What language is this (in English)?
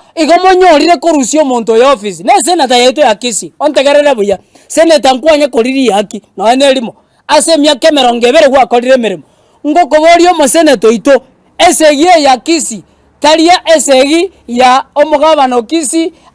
Gusii